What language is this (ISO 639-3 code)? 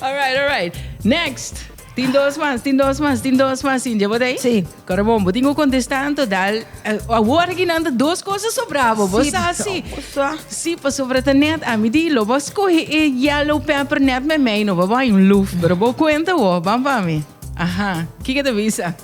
pap